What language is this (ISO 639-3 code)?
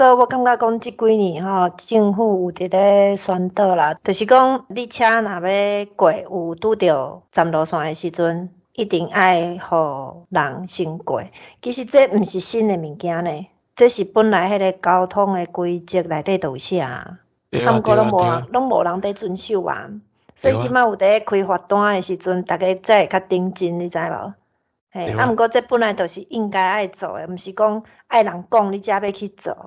nan